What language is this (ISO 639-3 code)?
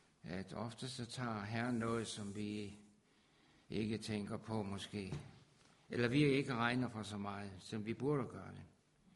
dan